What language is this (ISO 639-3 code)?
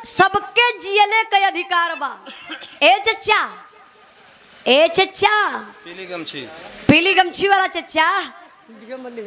bho